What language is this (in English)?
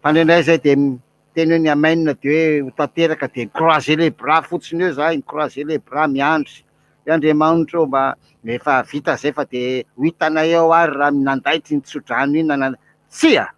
Malagasy